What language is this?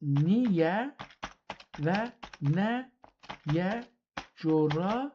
South Azerbaijani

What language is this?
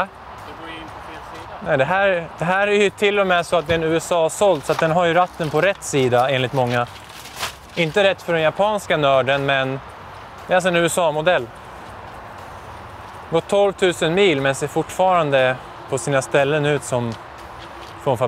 Swedish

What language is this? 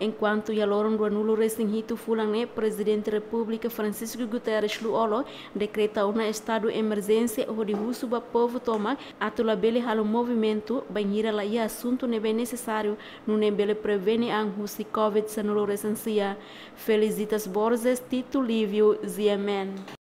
Tetum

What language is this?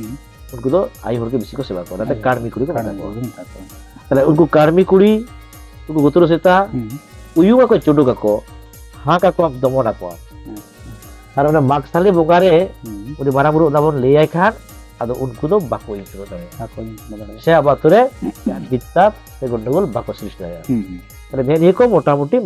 Santali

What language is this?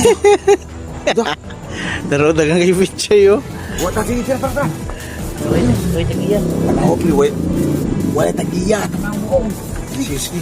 Cebuano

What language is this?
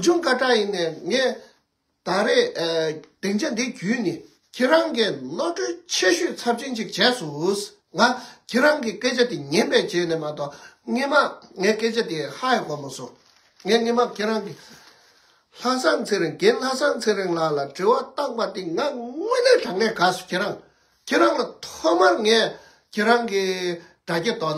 Tibetan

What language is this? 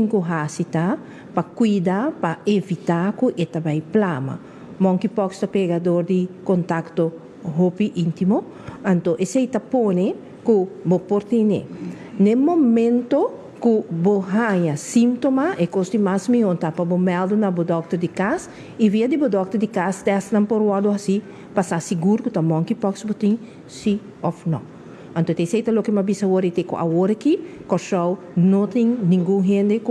Papiamento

